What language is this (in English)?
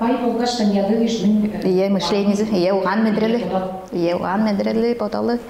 Tuvinian